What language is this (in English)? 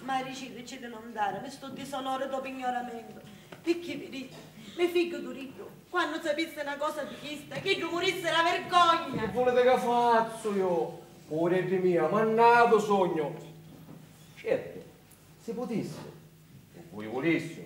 Sicilian